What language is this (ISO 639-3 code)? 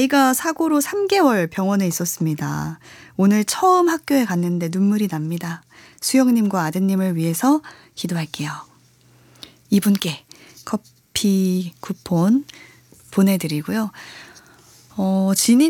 kor